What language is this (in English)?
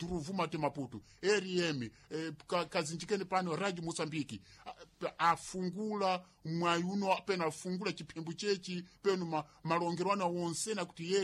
Sena